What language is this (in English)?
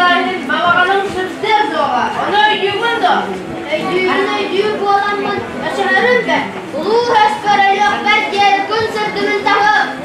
Yakut